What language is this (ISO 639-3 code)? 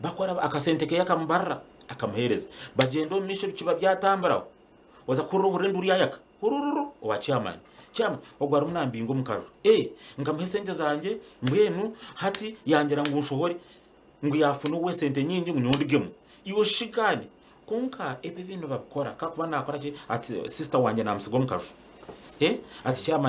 nyn